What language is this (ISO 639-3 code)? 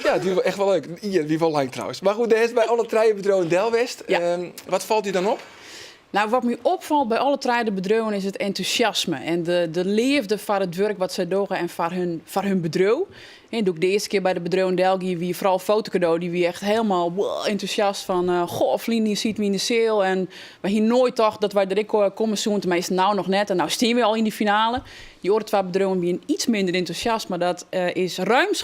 fry